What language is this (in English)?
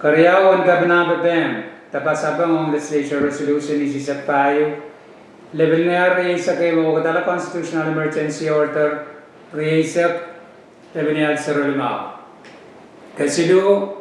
Pohnpeian